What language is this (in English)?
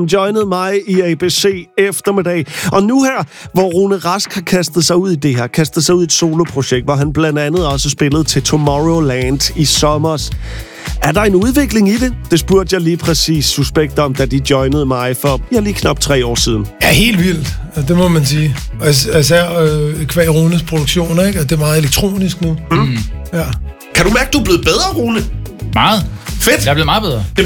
Danish